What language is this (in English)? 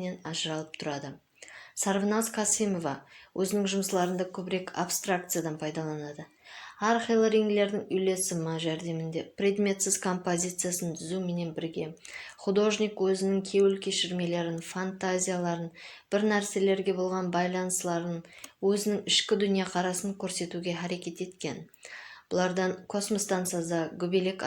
Kara-Kalpak